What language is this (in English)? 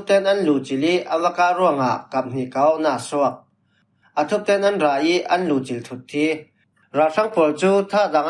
Falam Chin